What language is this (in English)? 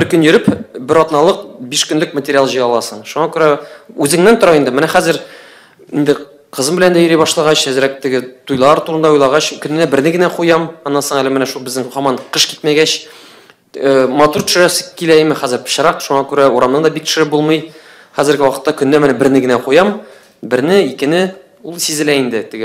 Tatar